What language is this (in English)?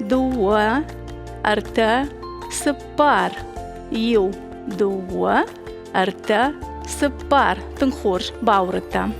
Ossetic